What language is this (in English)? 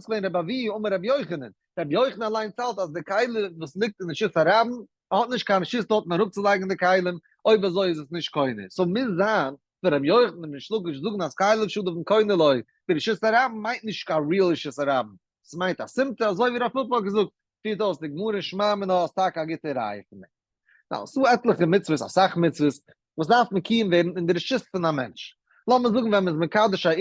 Yiddish